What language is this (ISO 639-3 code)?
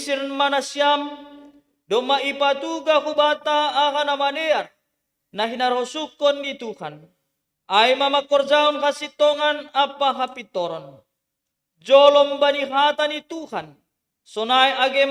bts